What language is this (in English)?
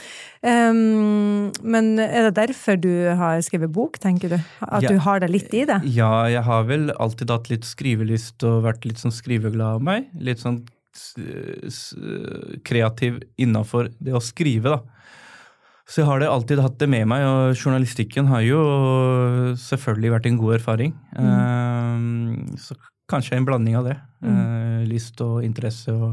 Norwegian